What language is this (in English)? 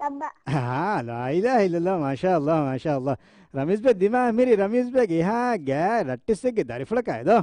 Divehi